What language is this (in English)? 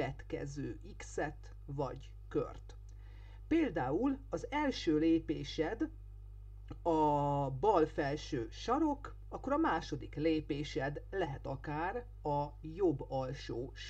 Hungarian